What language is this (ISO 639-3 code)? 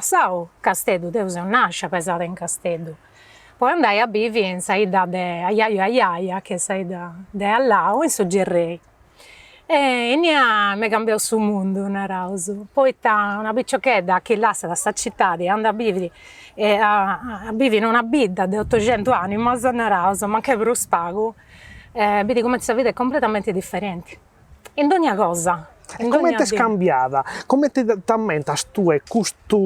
srd